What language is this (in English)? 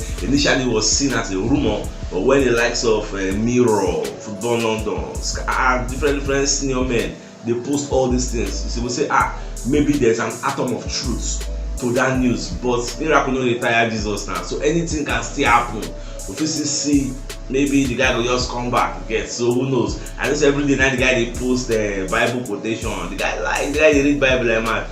Nigerian Pidgin